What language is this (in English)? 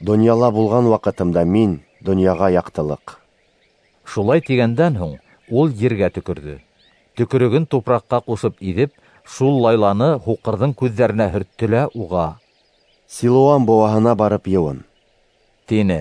Bashkir